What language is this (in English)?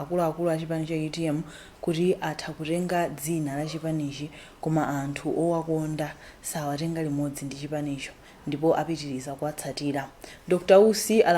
Nyanja